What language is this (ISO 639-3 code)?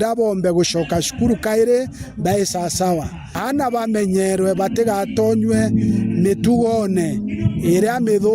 mer